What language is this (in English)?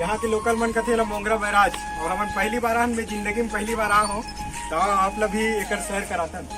Chhattisgarhi